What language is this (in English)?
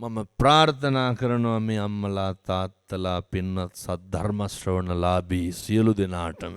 Sinhala